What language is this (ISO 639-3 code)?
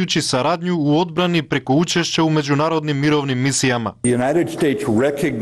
hrv